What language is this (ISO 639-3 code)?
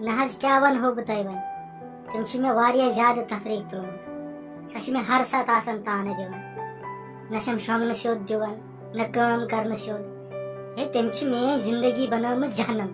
kas